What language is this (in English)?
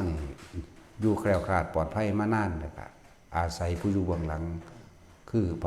Northeastern Thai